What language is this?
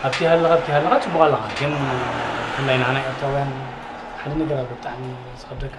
Tigrinya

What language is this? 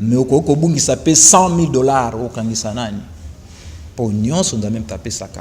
Lingala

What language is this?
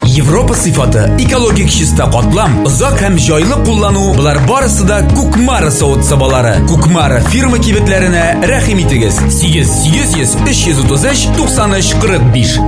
Tatar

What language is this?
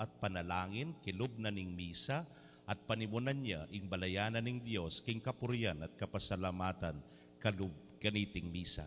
Pampanga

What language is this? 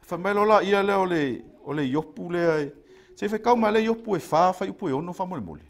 Samoan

